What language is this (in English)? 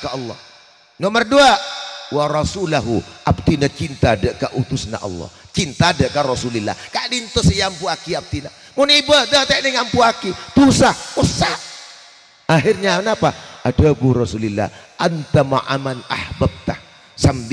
Madurese